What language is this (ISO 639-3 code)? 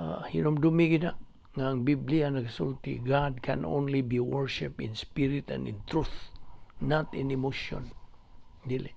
ceb